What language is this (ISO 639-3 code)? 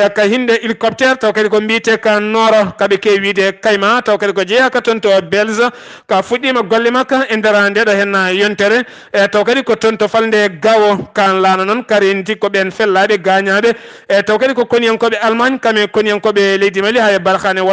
ful